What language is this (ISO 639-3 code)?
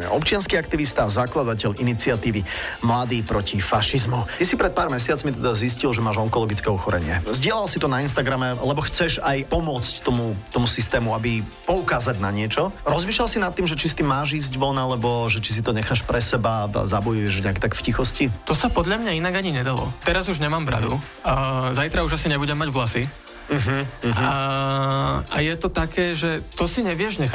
slk